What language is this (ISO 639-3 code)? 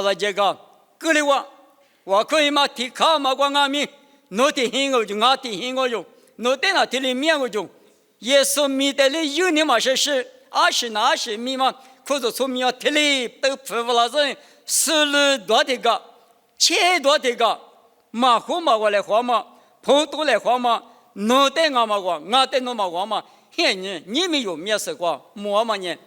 lis